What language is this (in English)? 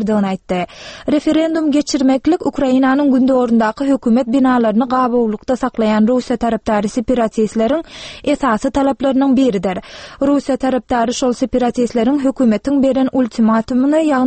Turkmen